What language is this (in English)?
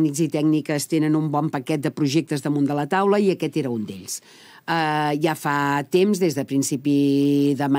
Catalan